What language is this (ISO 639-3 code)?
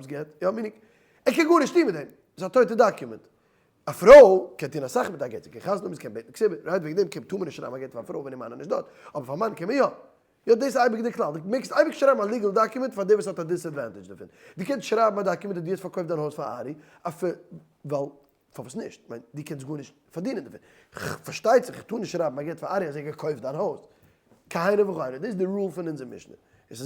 yid